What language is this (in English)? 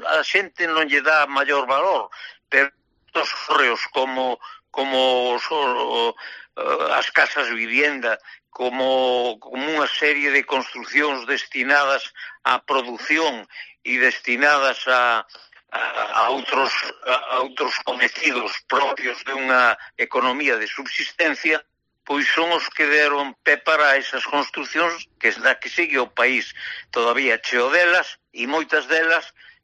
Galician